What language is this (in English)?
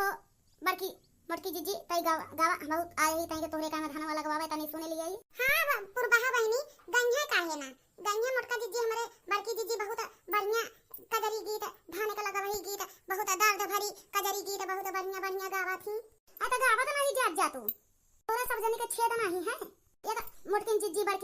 Awadhi